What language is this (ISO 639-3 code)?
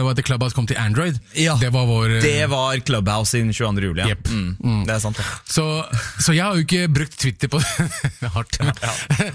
nor